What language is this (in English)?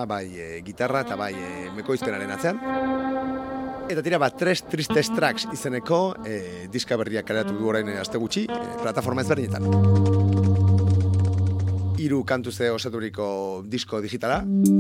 Basque